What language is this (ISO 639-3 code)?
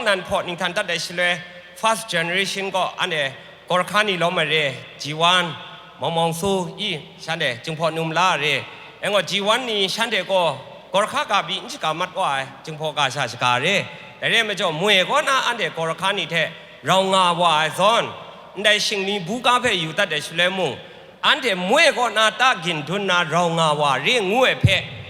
kac